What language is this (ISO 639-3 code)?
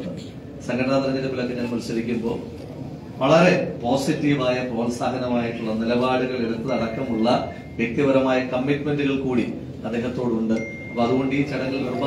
mal